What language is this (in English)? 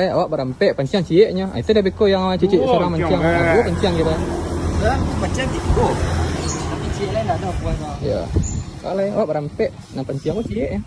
Minangkabau